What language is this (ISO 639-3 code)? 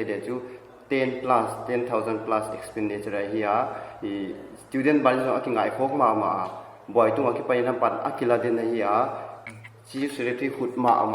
pck